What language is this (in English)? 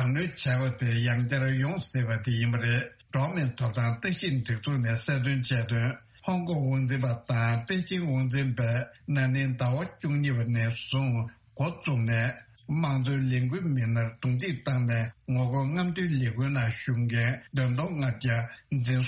Tibetan